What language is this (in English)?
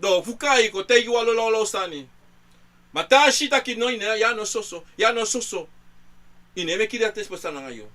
Sranan Tongo